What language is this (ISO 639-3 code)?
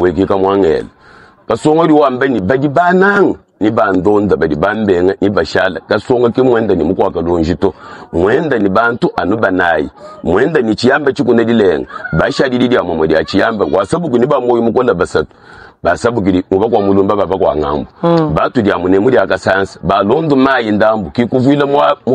lua